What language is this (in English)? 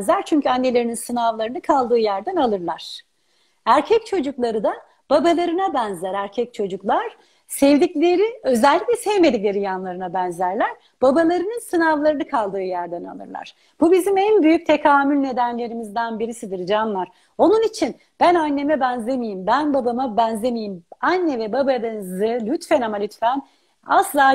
Turkish